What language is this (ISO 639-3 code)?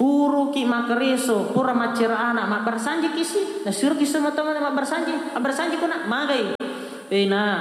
bug